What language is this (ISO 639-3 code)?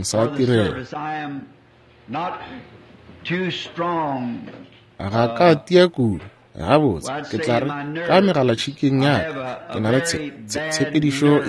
nso